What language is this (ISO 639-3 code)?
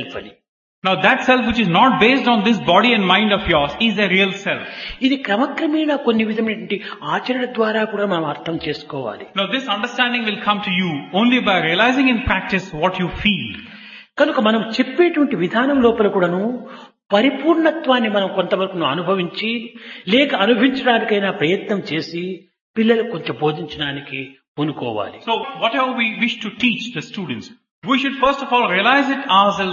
tel